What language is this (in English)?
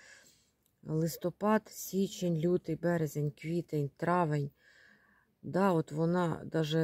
Ukrainian